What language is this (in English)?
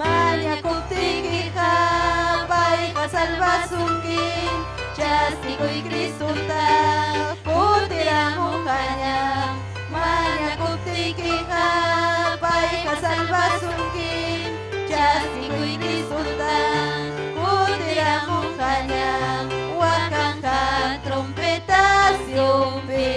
Ayacucho Quechua